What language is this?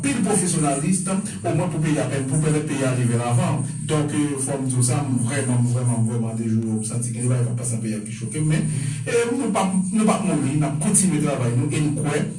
Haitian Creole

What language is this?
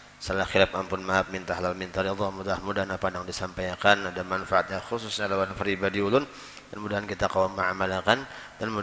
Banjar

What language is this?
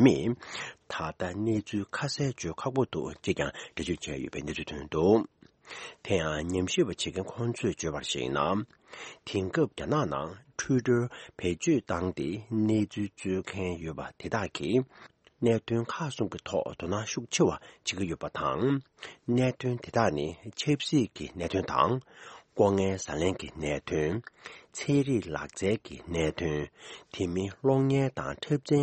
Tibetan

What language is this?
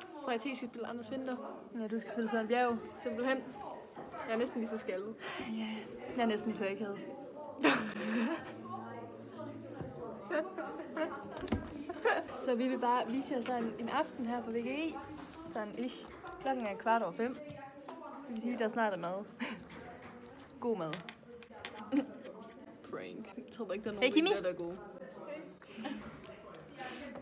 Danish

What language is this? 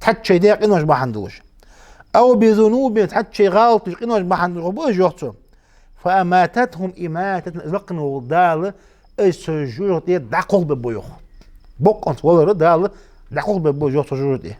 Ingush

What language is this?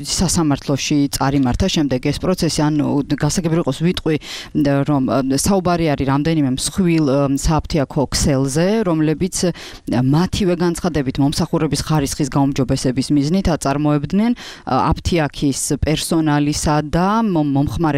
Georgian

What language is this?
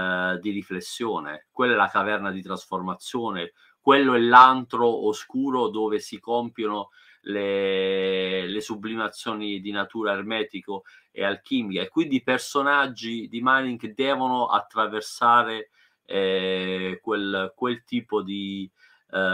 Italian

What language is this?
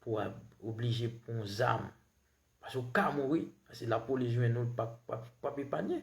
Haitian Creole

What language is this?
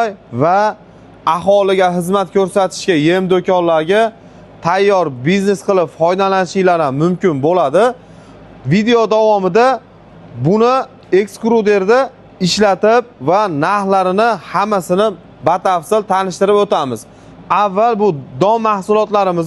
Uzbek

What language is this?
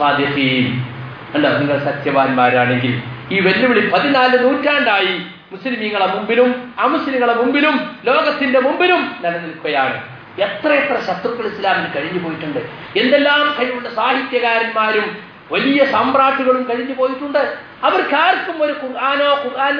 Malayalam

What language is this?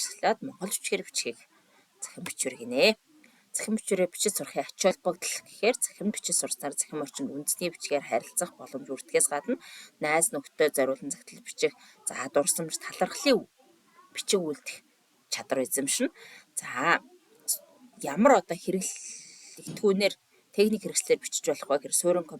Mongolian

